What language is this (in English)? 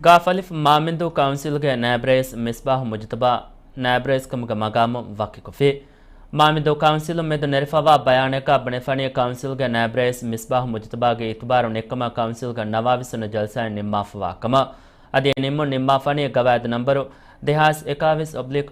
Divehi